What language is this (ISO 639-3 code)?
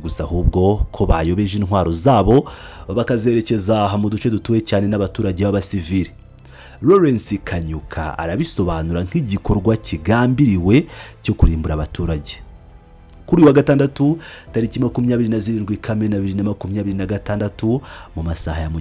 kin